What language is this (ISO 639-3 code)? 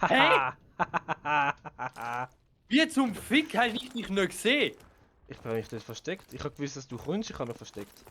gsw